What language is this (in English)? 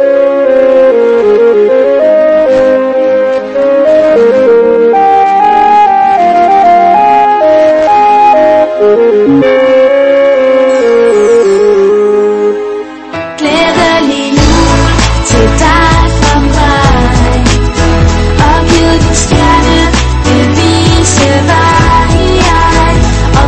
Danish